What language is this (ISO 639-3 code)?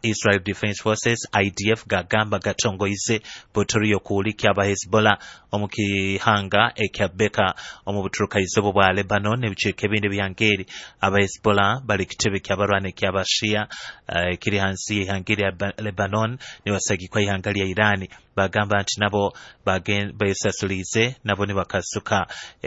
nyo